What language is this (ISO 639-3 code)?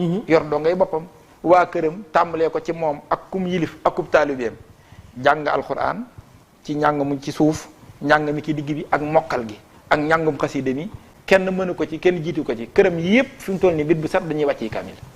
wol